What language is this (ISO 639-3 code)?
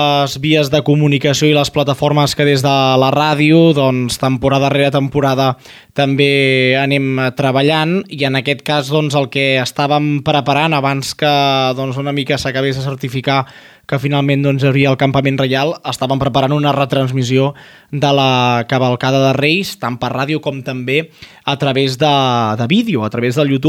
cat